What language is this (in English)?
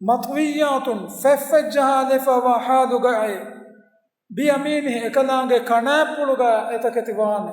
Divehi